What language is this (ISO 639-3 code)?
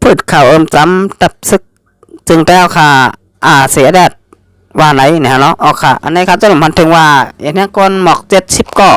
shn